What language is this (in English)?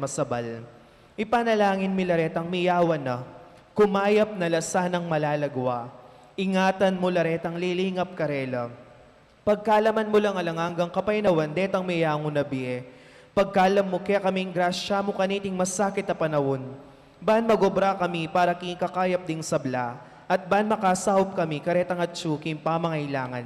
Pampanga